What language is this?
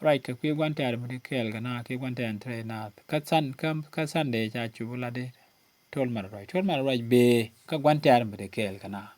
Nuer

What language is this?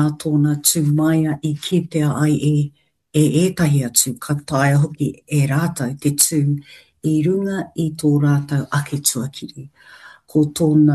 Māori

